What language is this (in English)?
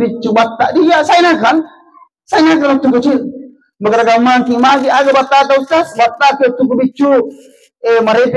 Buginese